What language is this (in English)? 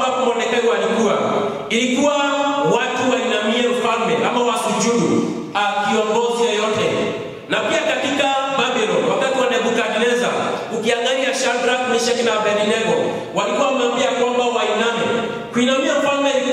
Swahili